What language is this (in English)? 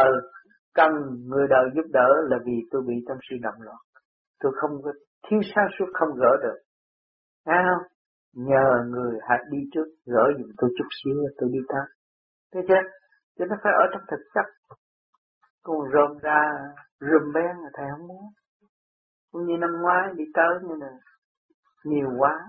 Vietnamese